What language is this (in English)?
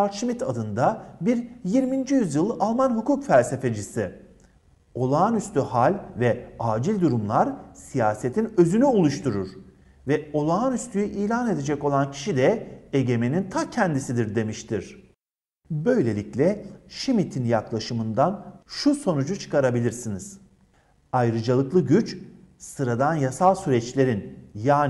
Turkish